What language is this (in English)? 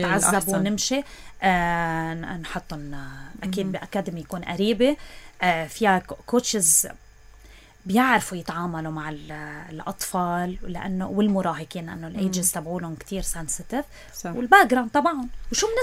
North Levantine Arabic